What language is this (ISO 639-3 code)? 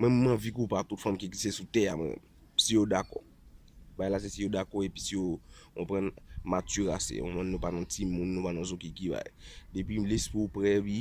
hat